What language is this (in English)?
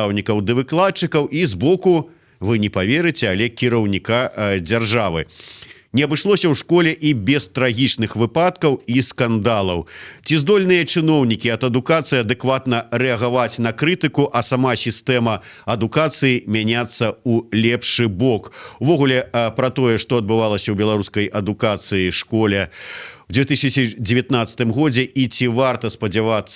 Belarusian